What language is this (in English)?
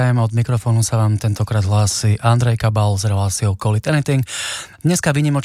Slovak